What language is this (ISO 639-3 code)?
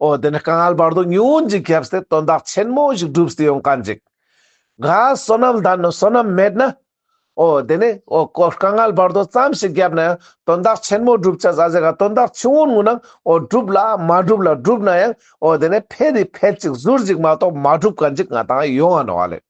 lbj